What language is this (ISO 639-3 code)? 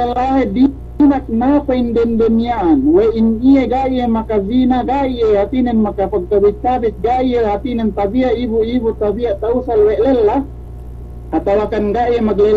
yka